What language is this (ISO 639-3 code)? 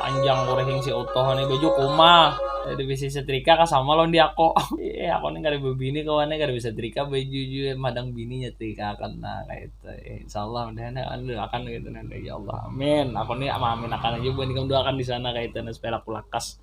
bjn